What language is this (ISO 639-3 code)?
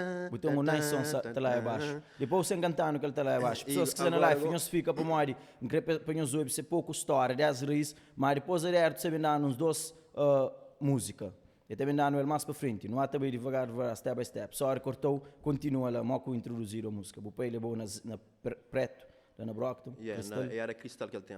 kea